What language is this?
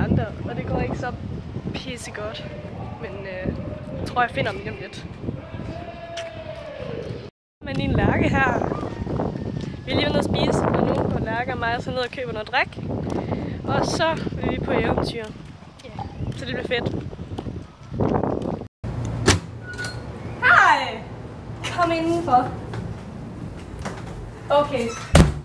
Danish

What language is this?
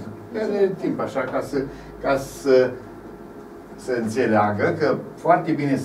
Romanian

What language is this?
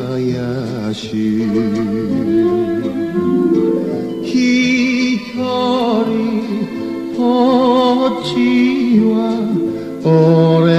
Japanese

